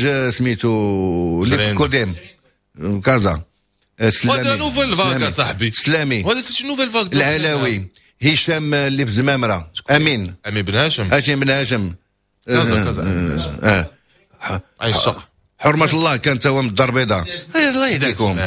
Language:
Moroccan Arabic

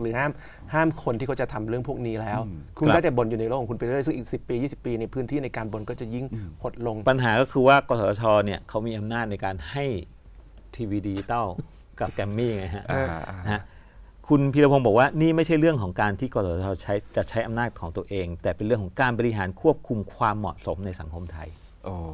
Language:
Thai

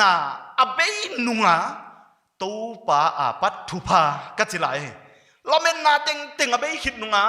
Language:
Paite Chin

